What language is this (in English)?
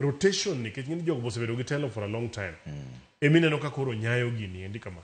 Luo (Kenya and Tanzania)